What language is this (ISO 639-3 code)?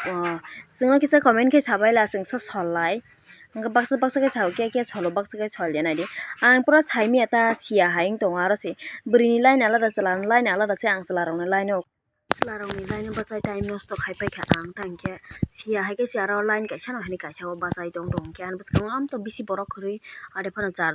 trp